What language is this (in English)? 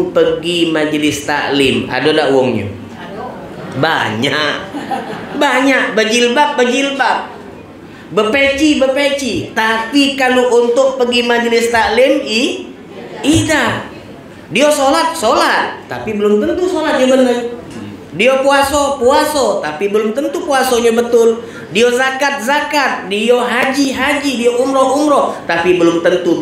Indonesian